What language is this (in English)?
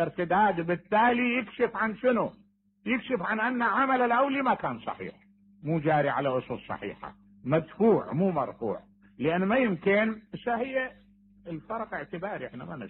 Mesopotamian Arabic